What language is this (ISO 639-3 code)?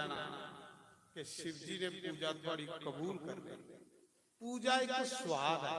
doi